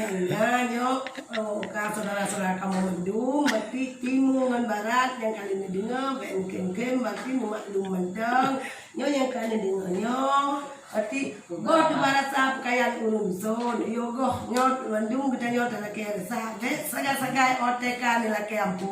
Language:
Achinese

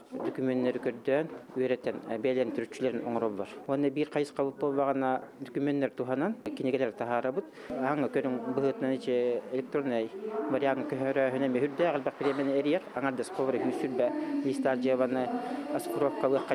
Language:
Yakut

